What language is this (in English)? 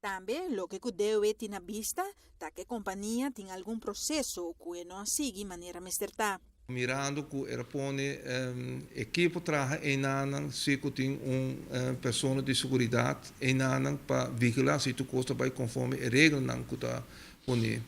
Papiamento